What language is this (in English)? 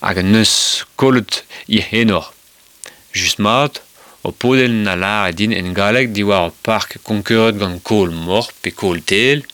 Breton